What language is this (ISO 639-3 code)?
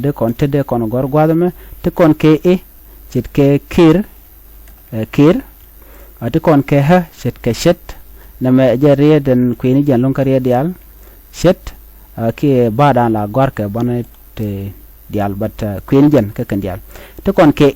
nus